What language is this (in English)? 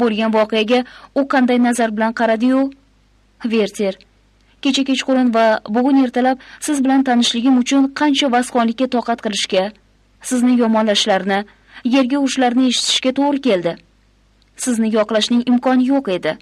Uzbek